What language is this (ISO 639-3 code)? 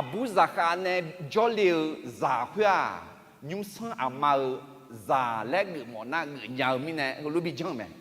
ahk